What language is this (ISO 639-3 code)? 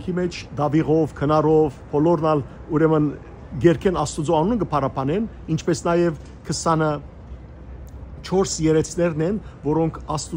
hyw